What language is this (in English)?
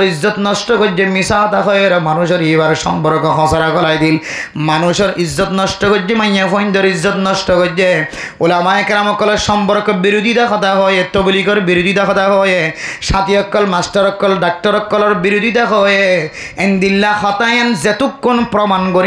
Rohingya